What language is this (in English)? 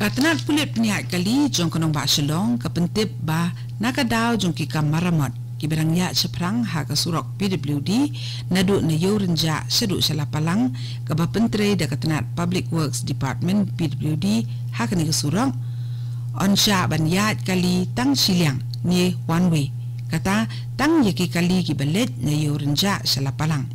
Khasi